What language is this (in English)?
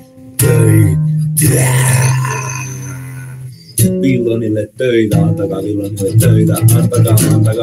Finnish